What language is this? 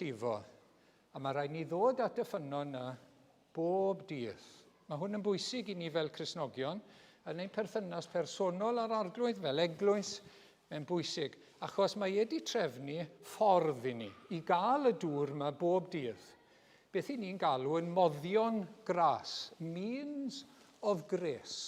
Welsh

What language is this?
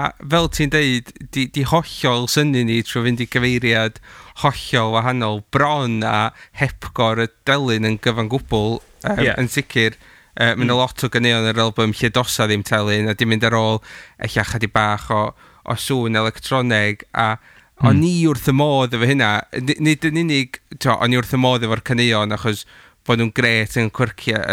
Welsh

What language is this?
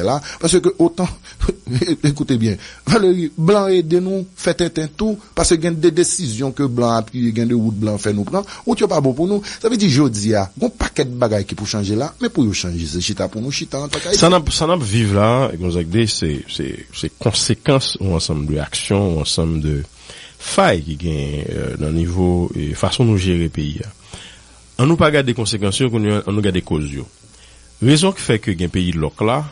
Haitian Creole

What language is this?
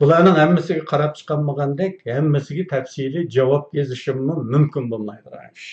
Uyghur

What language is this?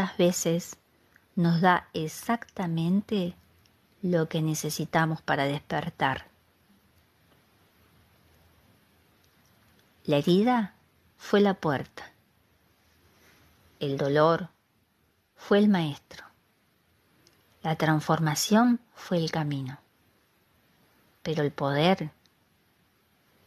Spanish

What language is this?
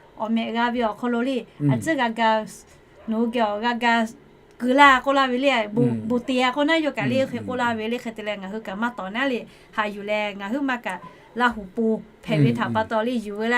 Lahu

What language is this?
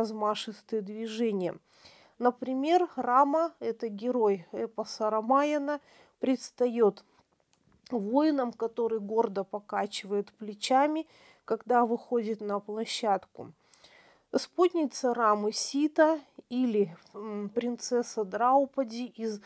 Russian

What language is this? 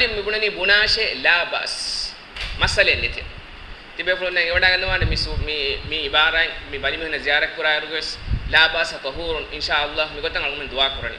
Divehi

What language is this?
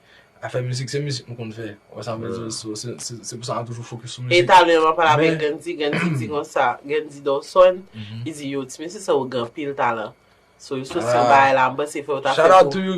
Haitian Creole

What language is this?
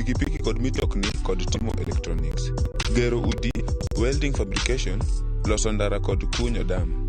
Luo (Kenya and Tanzania)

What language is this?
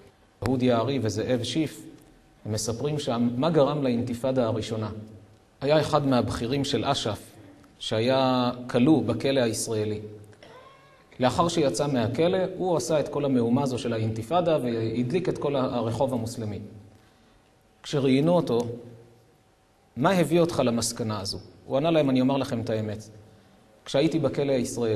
Hebrew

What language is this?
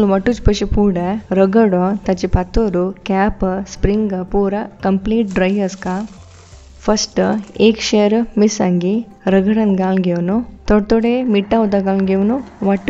Konkani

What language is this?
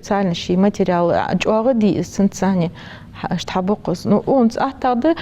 Ingush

